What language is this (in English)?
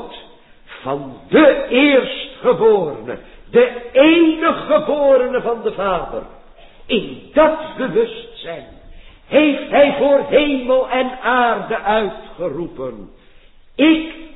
Dutch